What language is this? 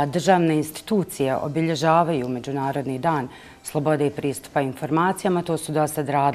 Bosnian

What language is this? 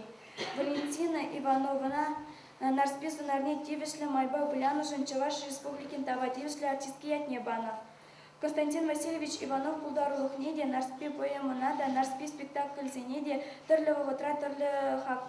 Chuvash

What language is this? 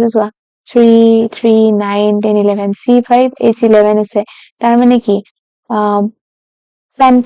Assamese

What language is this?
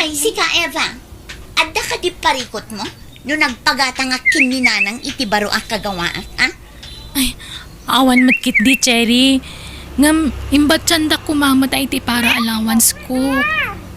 Iloko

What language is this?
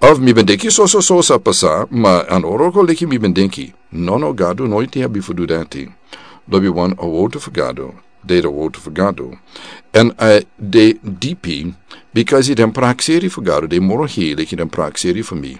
Sranan Tongo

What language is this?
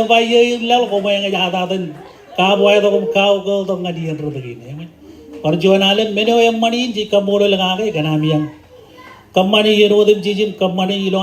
Marshallese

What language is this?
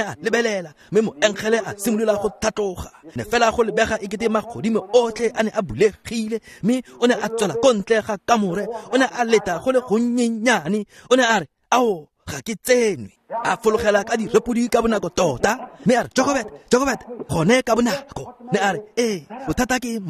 Tswana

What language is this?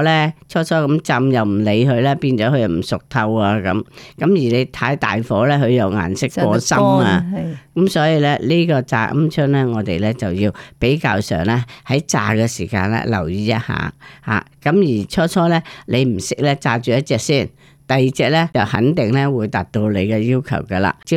Cantonese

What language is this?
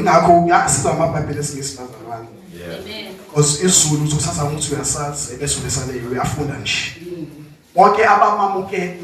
Zulu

